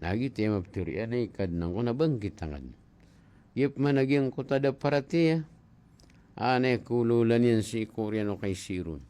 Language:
Maranao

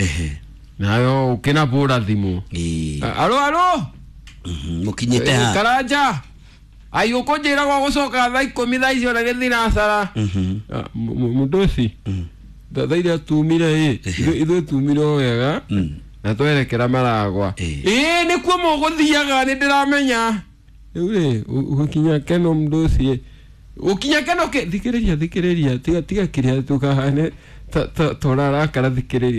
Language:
Kikuyu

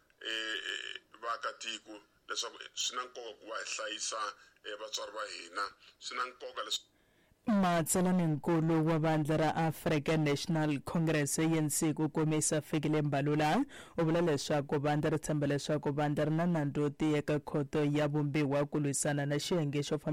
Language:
Tsonga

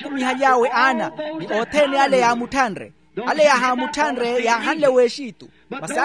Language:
Makhuwa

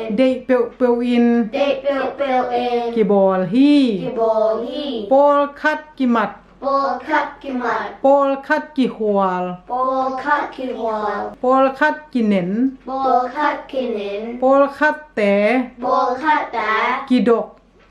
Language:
Tedim Chin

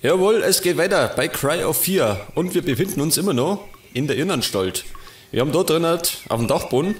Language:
Bavarian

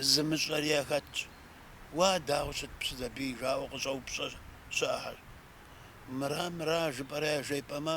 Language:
Kabardian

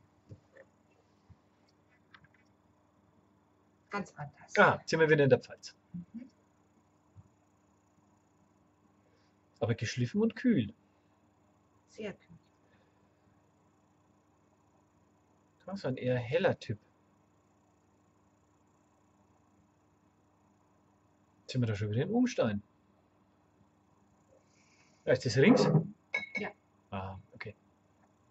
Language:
German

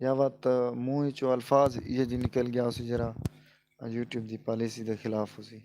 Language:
Saraiki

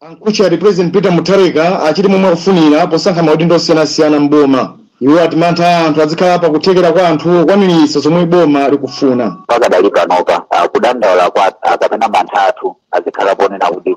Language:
Nyanja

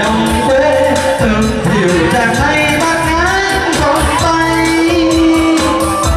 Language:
Vietnamese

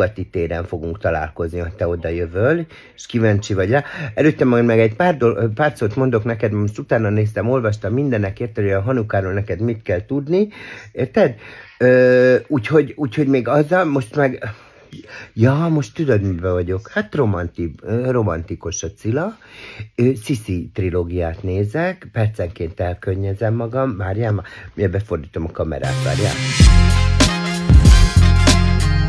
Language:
Hungarian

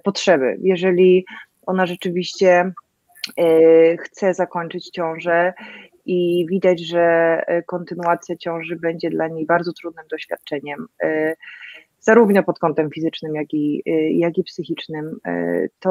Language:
Polish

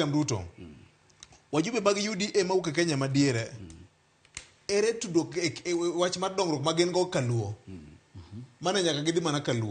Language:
Luo (Kenya and Tanzania)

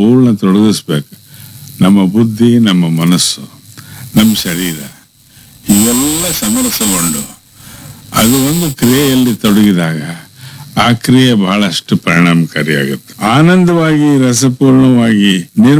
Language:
Kannada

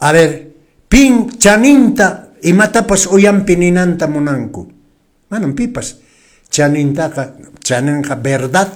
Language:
Quechua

